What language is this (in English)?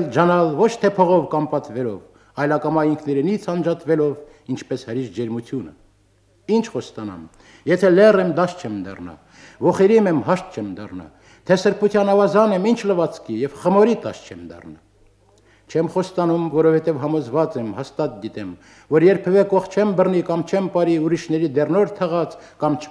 Armenian